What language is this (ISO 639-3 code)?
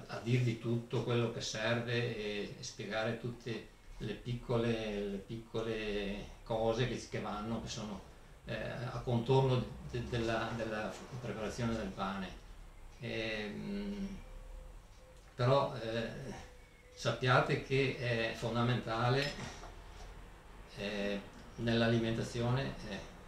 ita